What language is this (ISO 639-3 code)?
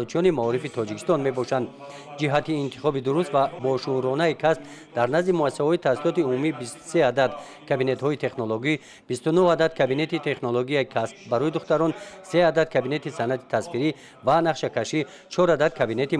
tgk